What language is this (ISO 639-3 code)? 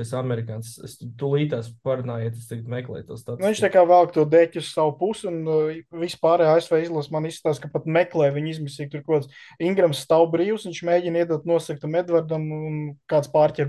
lav